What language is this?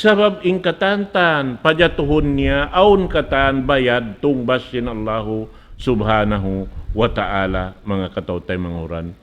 Tausug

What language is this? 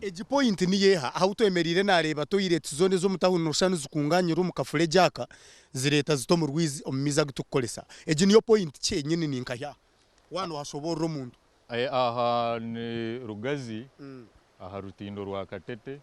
Nyankole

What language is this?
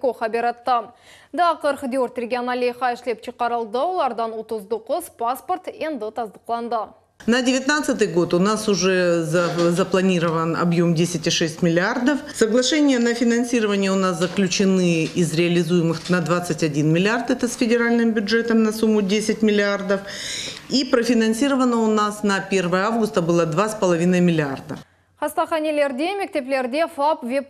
Crimean Tatar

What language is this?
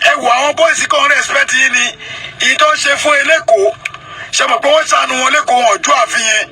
Yoruba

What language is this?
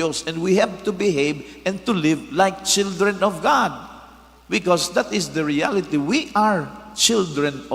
Bikol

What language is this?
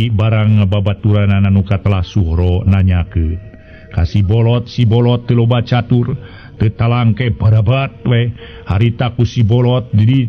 Sundanese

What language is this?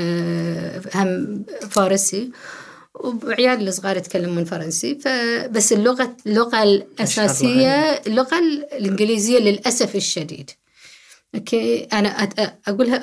Gulf Arabic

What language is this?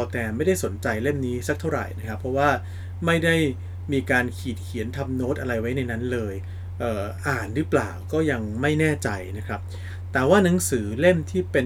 Thai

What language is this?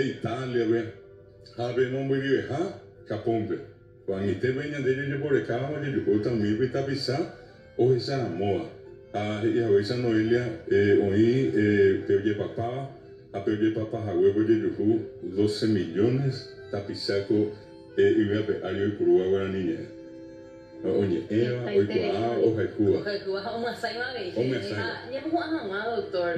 Guarani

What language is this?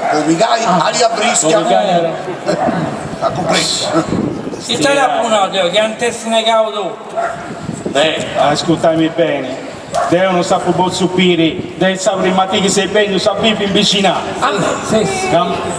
Sardinian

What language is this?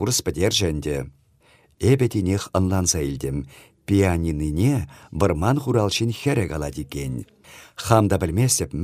Chuvash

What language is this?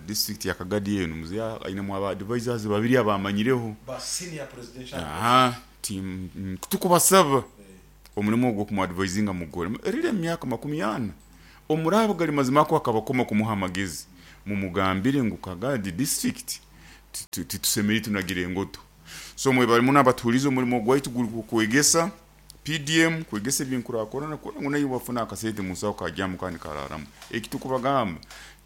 Nyoro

